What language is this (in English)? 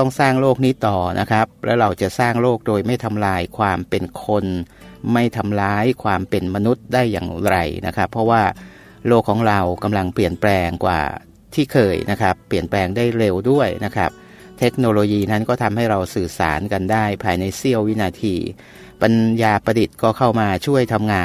Thai